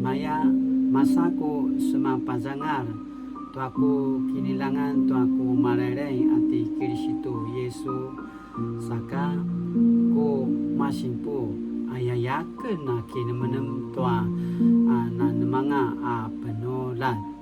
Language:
Paiwan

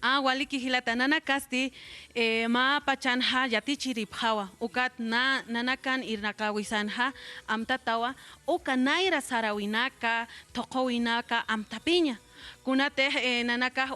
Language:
Aymara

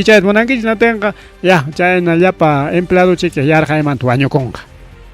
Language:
Ayacucho Quechua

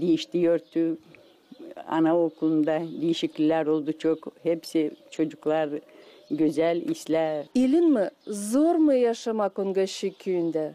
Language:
Gagauz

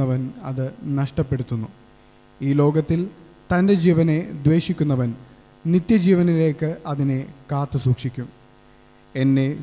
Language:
Malayalam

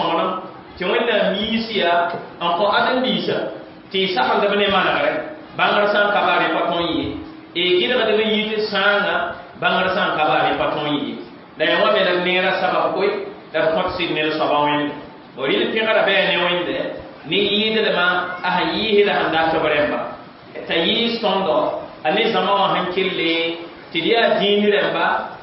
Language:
Mossi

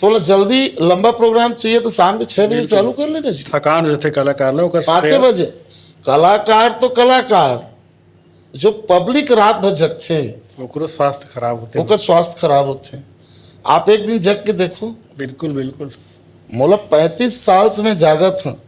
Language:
Chhattisgarhi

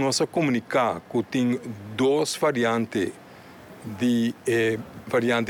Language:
Papiamento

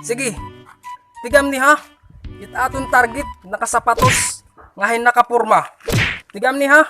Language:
Waray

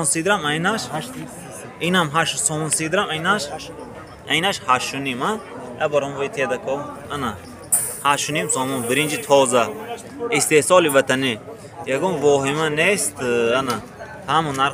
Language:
Tajik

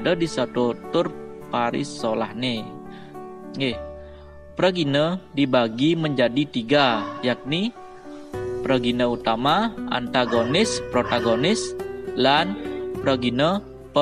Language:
Balinese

